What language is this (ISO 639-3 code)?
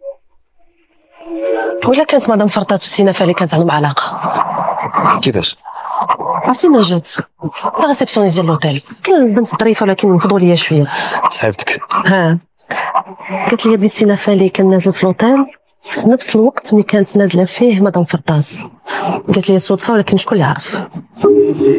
ary